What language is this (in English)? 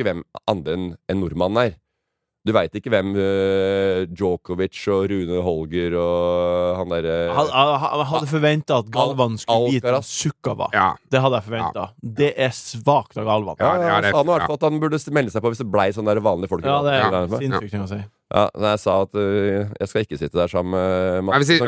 Norwegian